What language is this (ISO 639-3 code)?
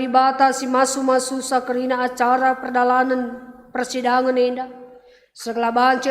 btx